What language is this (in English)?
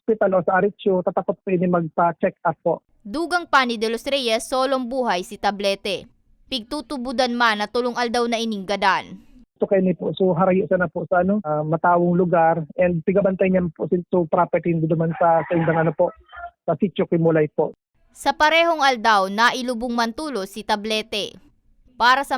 Bikol